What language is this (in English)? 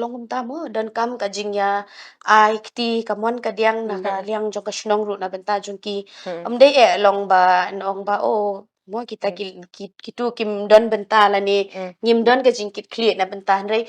Khasi